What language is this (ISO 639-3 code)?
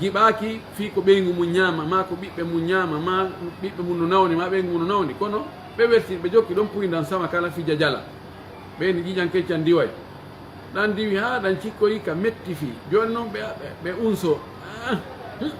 fuf